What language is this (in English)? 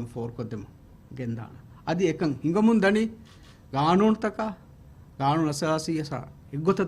Divehi